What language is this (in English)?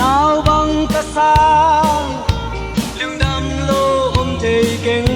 Tedim Chin